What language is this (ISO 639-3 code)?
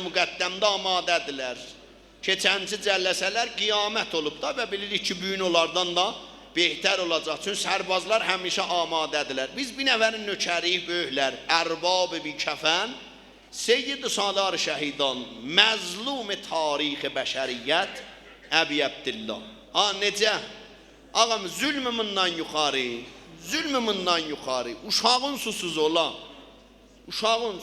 azb